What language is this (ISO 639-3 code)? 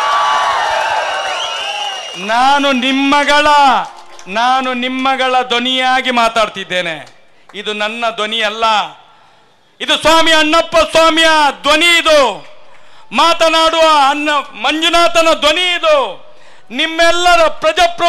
kan